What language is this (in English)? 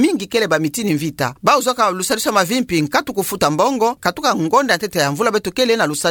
Kituba (Democratic Republic of Congo)